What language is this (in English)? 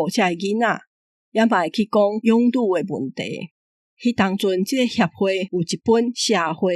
Min Nan Chinese